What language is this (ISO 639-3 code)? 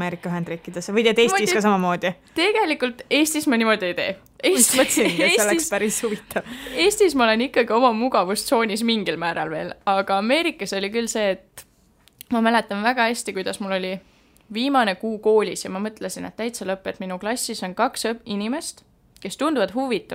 est